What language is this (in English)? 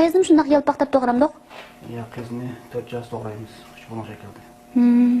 Uyghur